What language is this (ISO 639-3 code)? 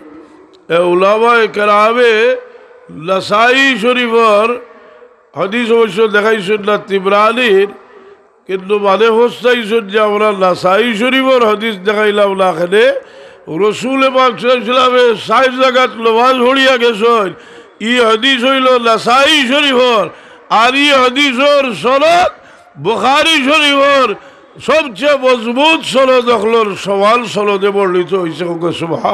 syl